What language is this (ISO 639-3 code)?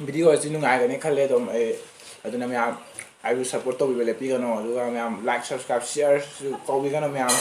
mni